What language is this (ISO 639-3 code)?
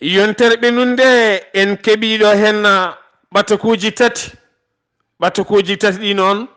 ful